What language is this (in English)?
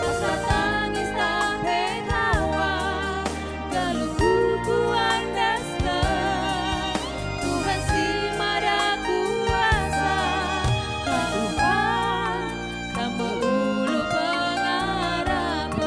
Batak Karo